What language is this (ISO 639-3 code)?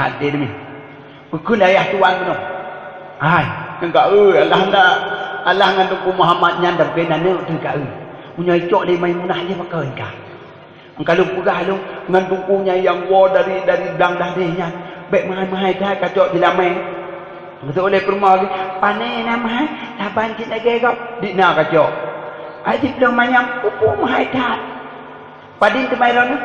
ace